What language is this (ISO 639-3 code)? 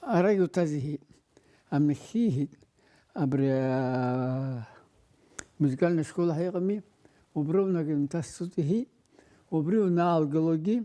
abk